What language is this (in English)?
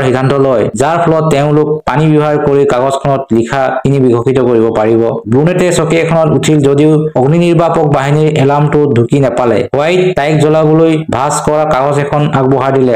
Assamese